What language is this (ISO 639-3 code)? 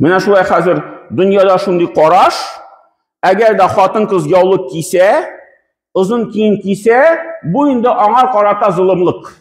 tat